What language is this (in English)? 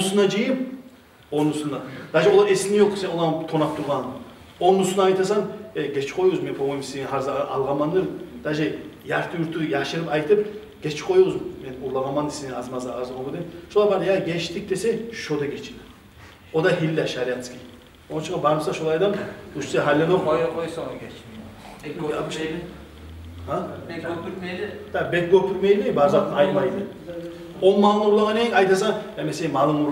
Kumyk